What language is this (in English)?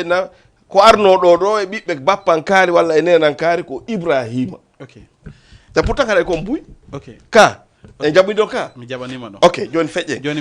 Fula